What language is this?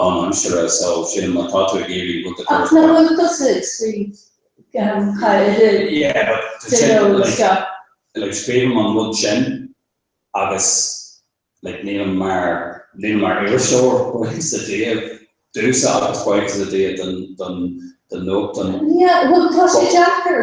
Irish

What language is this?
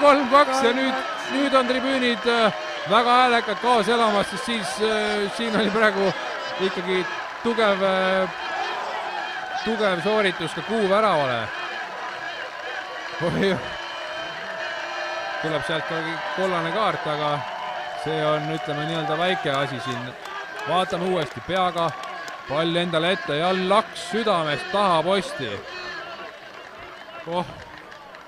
Estonian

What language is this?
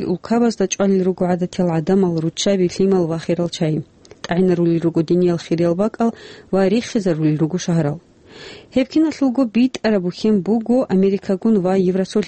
Avaric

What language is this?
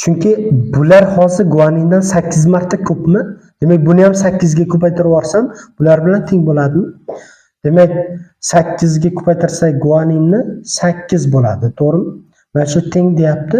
Uzbek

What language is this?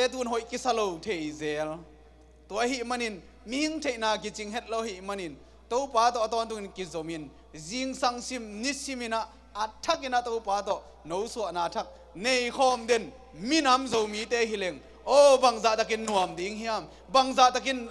Tedim Chin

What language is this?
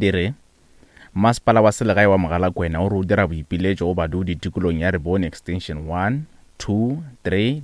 Northern Sotho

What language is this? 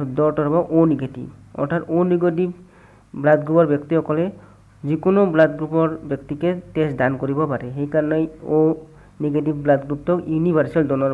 Assamese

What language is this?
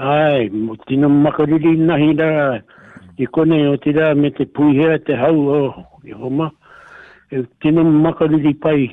Māori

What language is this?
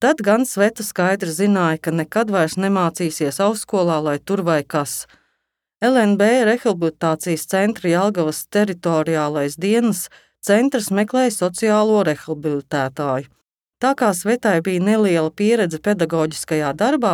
Latvian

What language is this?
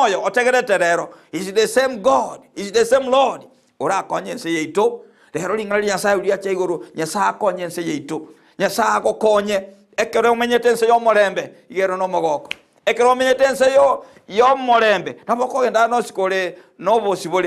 Gusii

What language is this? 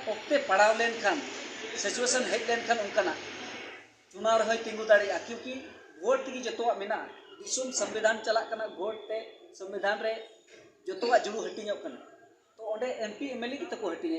Santali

